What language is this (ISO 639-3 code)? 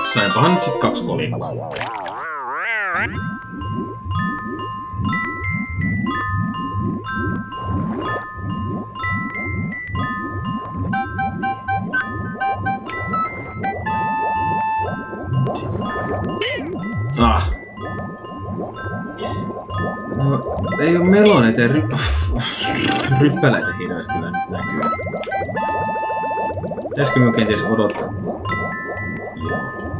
fin